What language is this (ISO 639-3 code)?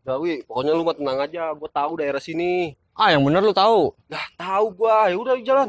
bew